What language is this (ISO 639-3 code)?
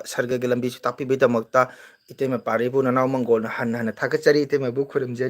mni